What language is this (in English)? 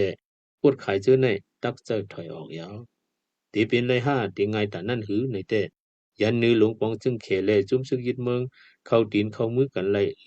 Shan